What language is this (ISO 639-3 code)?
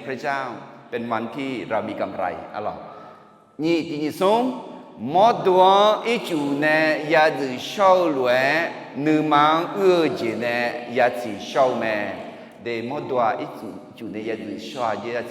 ahk